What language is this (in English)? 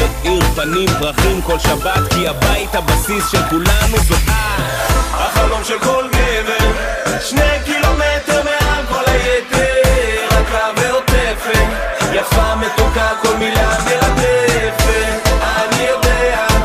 Hebrew